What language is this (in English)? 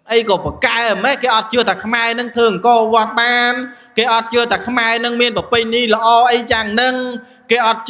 Khmer